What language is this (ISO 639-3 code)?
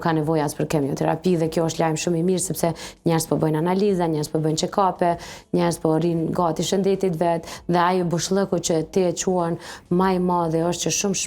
sqi